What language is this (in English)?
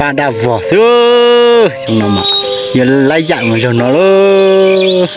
Hmong